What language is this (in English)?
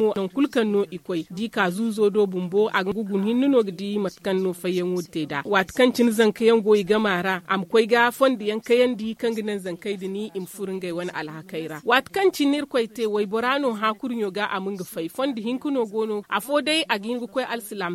Zarma